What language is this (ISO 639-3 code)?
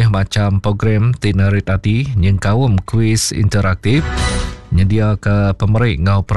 iba